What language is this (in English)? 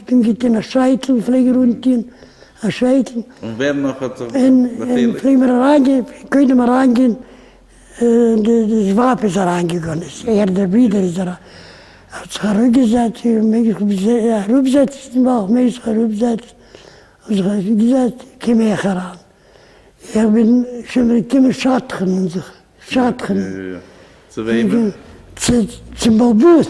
Yiddish